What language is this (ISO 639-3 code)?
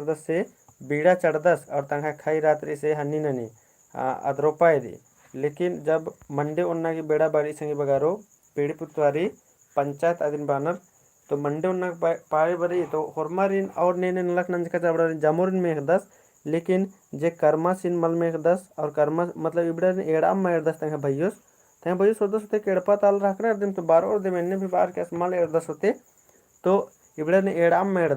kru